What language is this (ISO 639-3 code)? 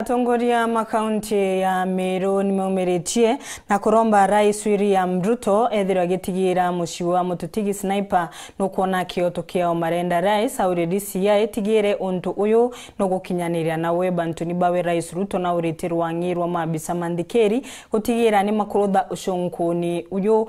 mer